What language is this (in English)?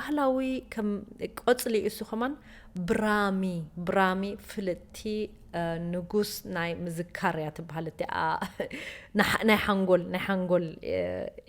Tigrinya